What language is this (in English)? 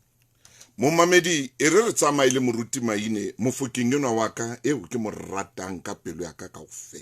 Southern Sotho